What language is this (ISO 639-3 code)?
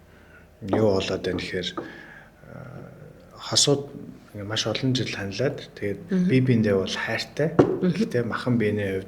mon